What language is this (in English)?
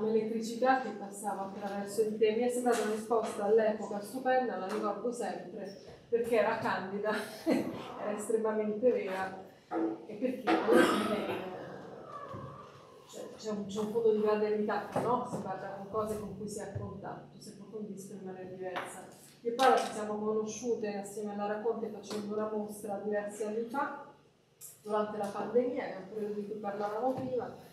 Italian